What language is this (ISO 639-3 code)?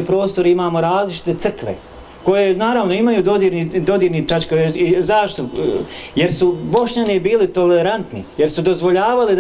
bos